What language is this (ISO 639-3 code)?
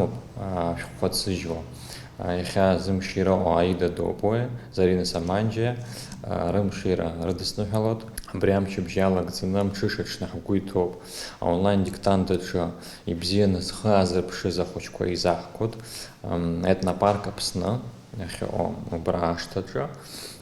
abk